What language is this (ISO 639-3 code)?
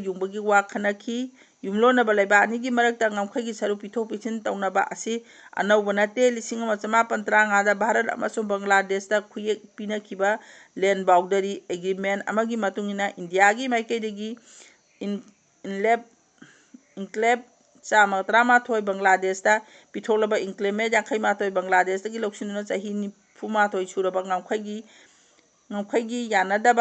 mni